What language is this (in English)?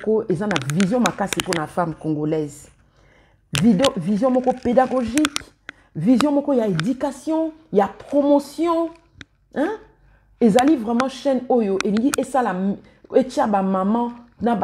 Lingala